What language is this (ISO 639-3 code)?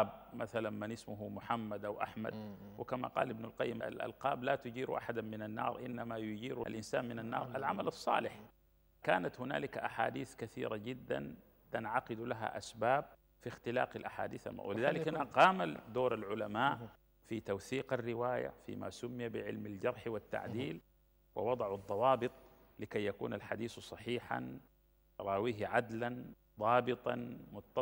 ara